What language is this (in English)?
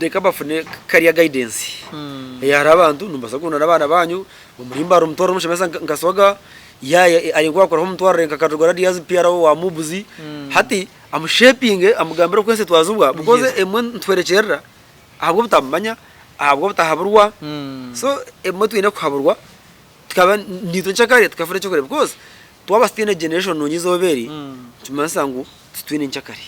Nyankole